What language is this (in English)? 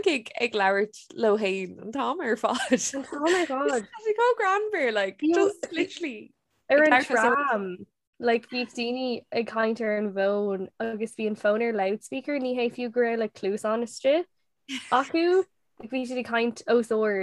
Irish